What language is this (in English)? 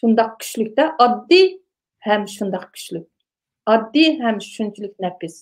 Uyghur